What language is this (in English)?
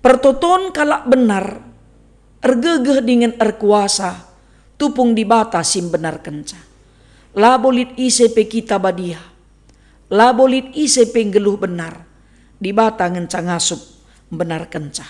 Batak Karo